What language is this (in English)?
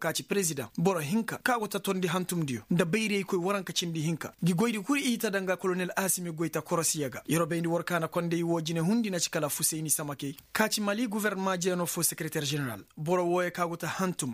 Koyraboro Senni